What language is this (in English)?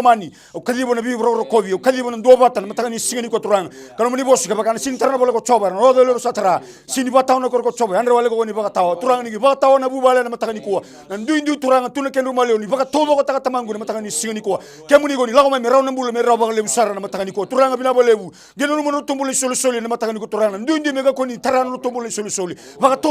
Fijian